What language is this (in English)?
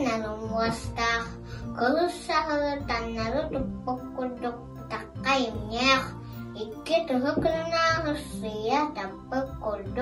Yakut